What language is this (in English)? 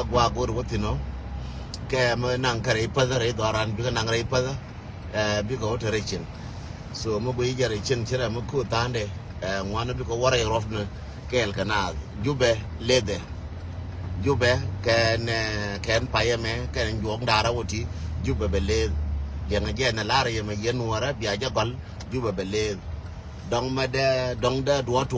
Nuer